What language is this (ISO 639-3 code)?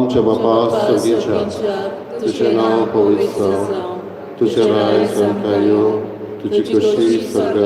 kok